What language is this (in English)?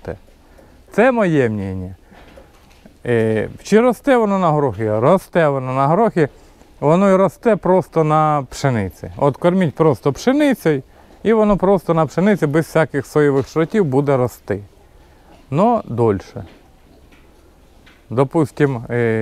Ukrainian